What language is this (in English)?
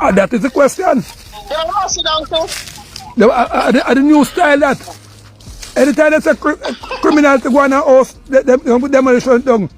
Jamaican Creole English